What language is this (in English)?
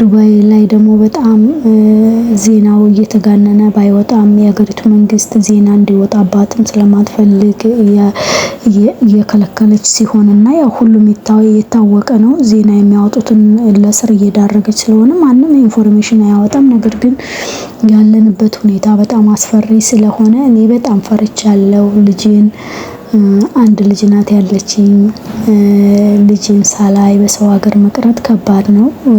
Amharic